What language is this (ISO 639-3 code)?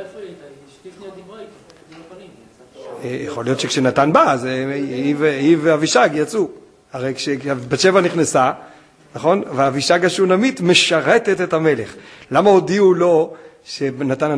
heb